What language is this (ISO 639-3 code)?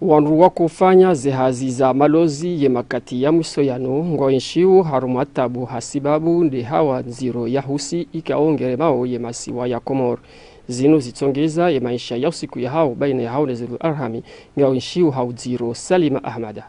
zdj